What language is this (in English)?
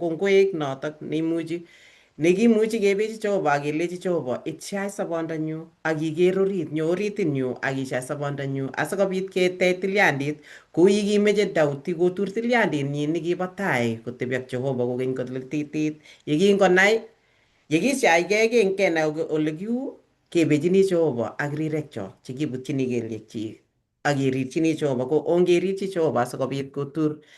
Kalenjin